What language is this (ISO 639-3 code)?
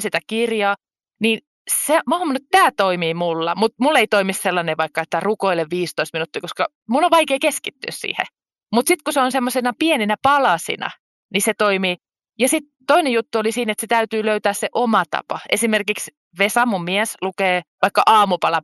fin